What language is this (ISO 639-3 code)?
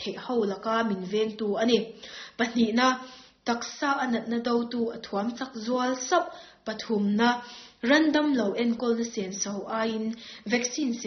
lus